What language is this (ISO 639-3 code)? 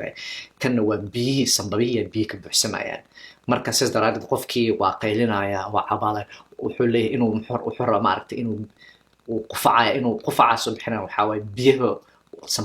som